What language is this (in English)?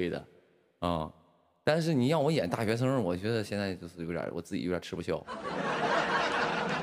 Chinese